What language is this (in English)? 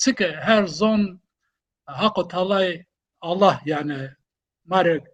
Zaza